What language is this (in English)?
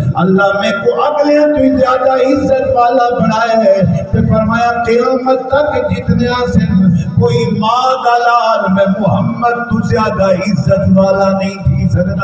Saraiki